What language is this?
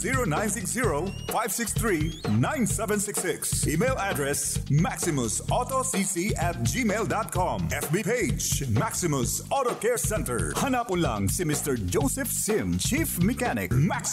Bikol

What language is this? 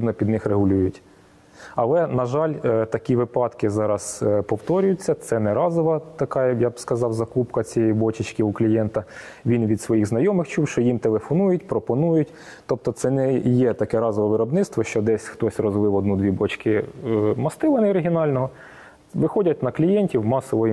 Ukrainian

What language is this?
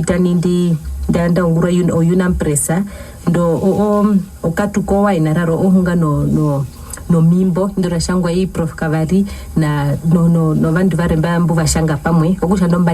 Herero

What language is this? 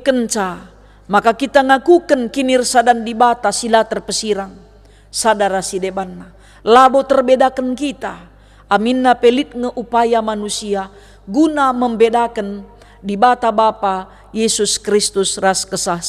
Batak Karo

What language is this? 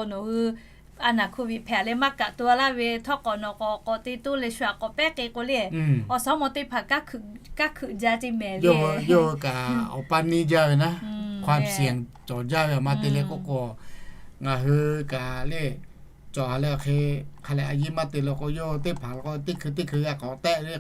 Lahu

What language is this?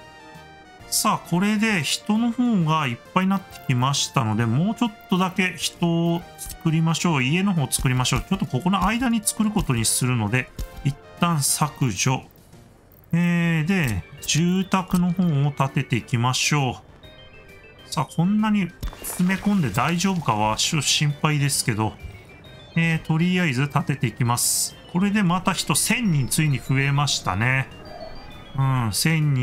Japanese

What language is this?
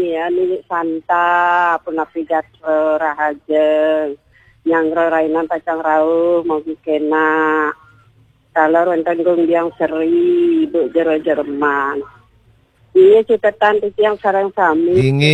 Balinese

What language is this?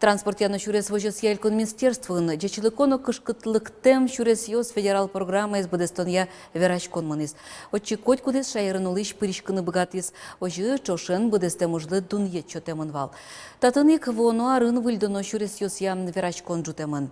Udmurt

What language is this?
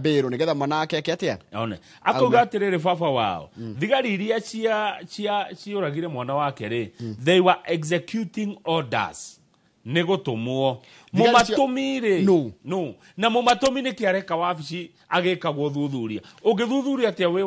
Kikuyu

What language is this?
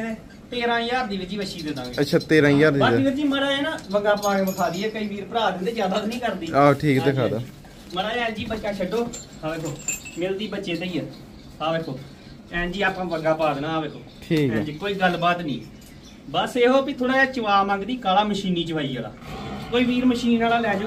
Punjabi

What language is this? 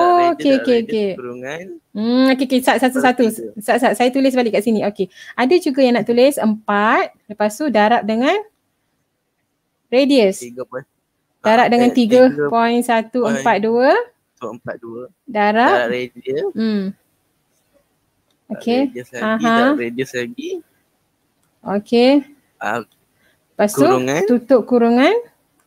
Malay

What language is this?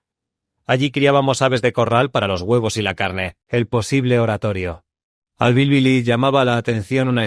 Ladino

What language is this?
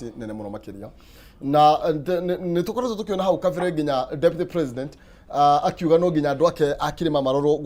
Kikuyu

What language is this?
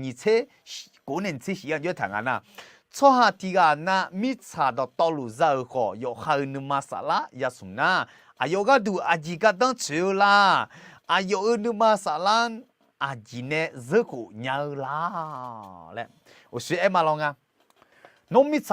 Akha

